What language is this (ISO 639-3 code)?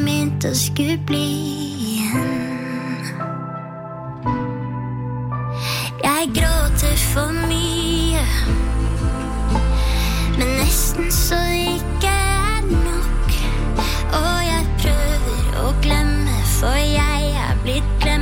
nor